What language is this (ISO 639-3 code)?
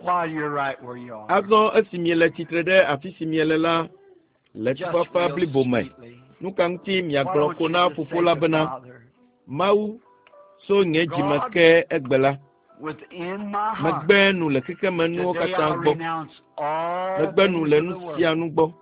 ewe